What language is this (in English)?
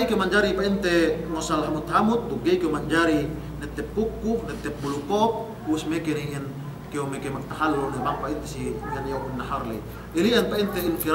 Yakan